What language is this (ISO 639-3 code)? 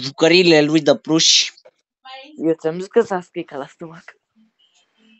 ron